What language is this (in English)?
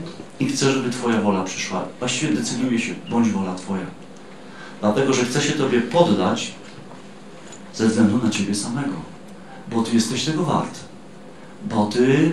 Polish